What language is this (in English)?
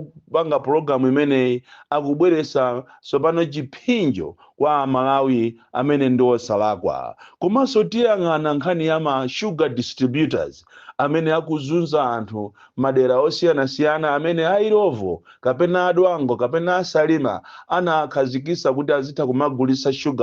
Nyanja